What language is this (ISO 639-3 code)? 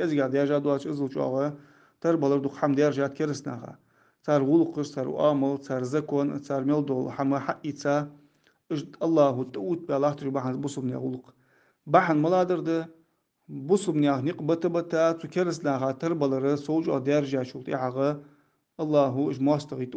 inh